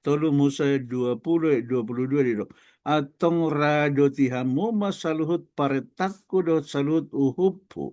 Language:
Batak Toba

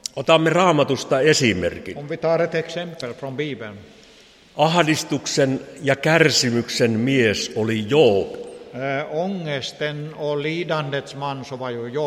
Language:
Finnish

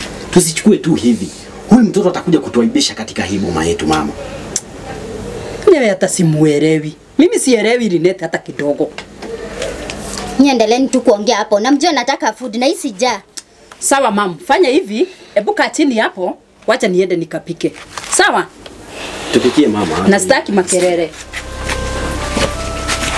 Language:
Swahili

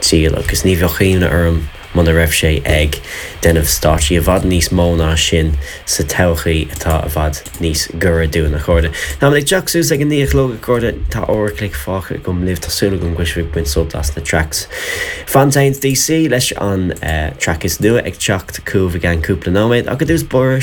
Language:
Irish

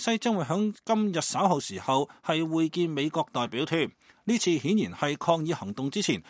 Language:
Cantonese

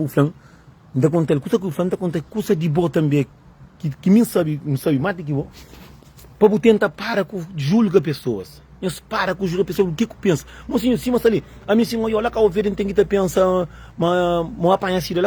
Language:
Kabuverdianu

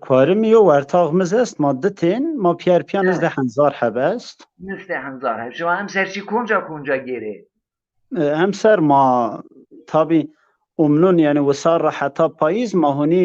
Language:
Zaza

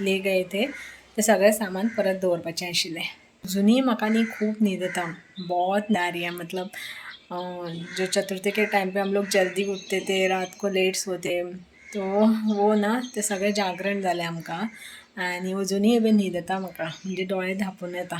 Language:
Konkani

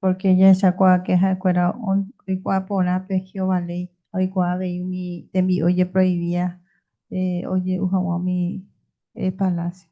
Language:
Guarani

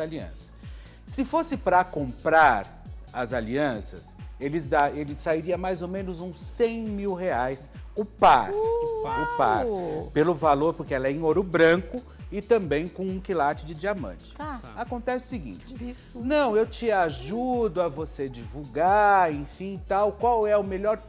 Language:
Portuguese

